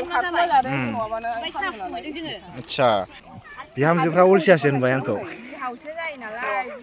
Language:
Bodo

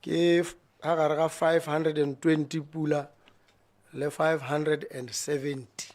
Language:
Tswana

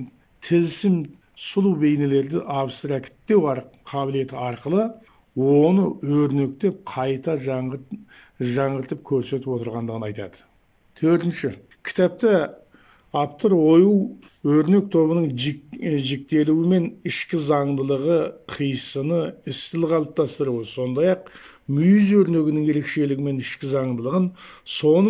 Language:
Kazakh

